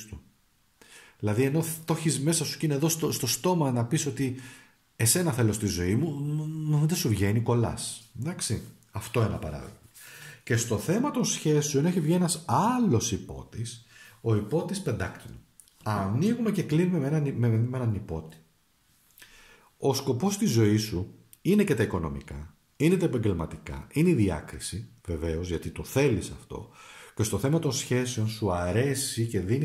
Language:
Greek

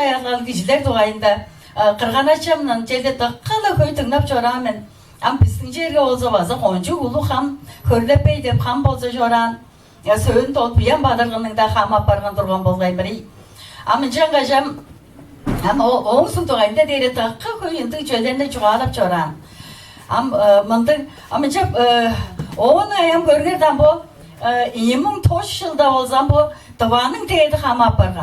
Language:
Tuvinian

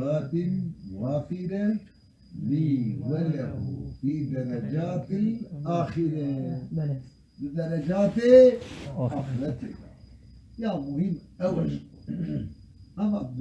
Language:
Kurdish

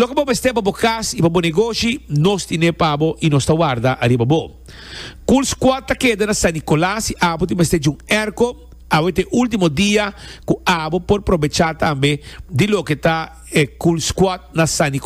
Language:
Papiamento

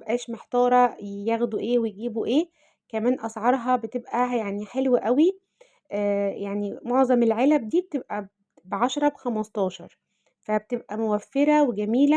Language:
Egyptian Arabic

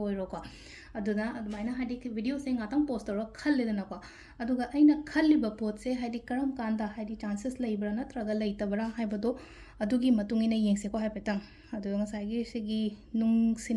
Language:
Manipuri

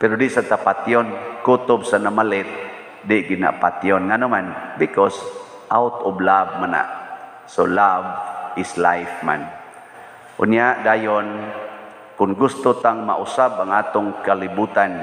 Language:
Cebuano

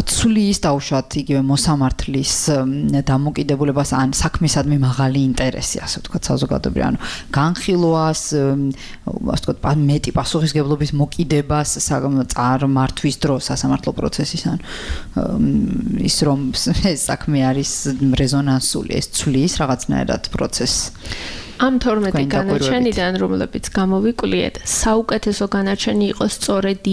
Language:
Georgian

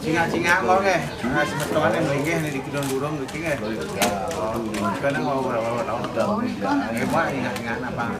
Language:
Balinese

